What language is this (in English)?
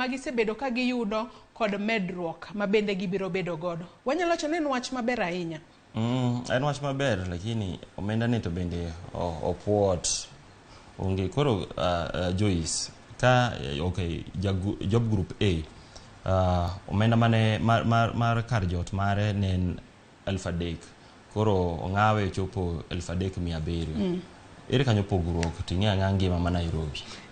Luo (Kenya and Tanzania)